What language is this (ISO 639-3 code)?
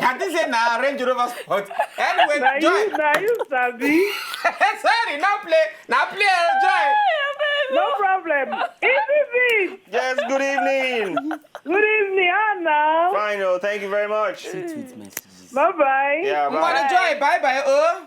pcm